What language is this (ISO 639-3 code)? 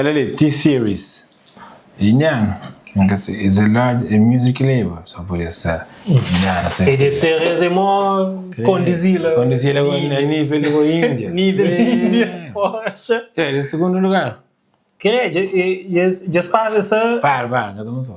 kea